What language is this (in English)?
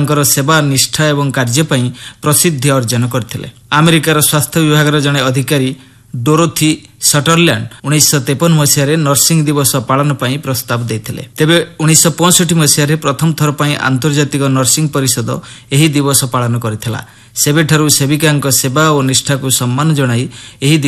Odia